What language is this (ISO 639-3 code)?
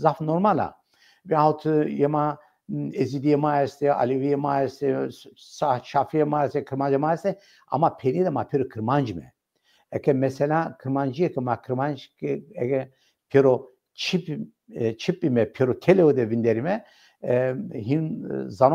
zza